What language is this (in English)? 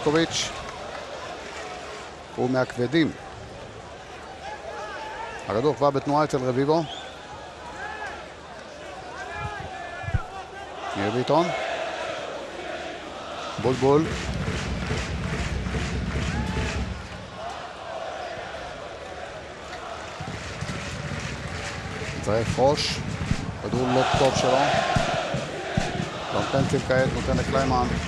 Hebrew